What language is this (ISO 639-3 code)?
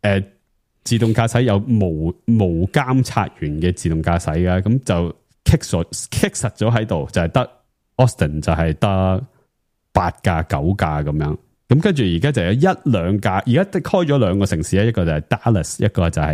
yue